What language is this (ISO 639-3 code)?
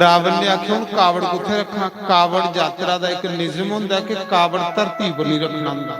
doi